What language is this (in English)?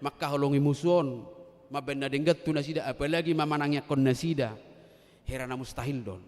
Batak Toba